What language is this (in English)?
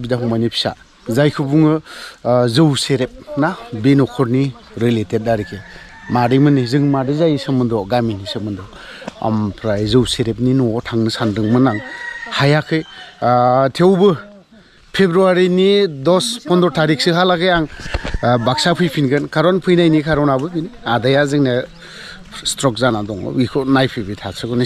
Bodo